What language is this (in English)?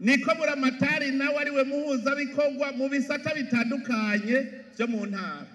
Rundi